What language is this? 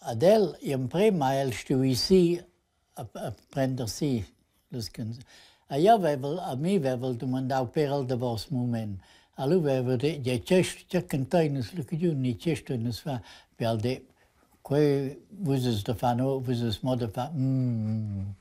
Romansh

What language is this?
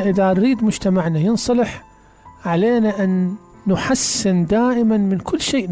Mesopotamian Arabic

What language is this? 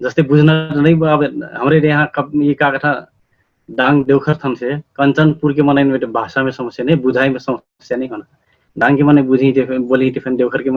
Dangaura Tharu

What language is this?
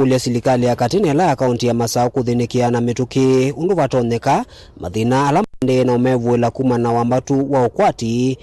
Kamba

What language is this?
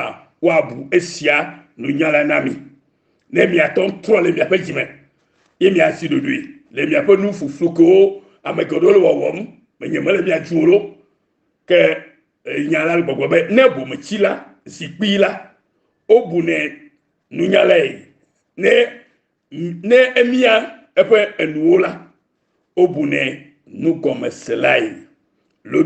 Ewe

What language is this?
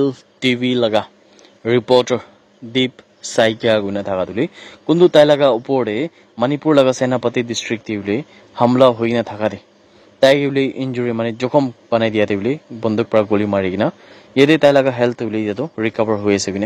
Naga Pidgin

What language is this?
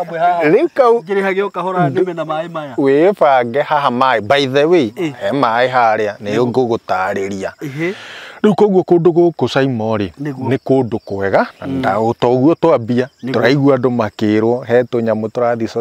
Kikuyu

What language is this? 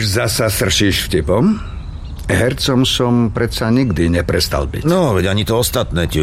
Slovak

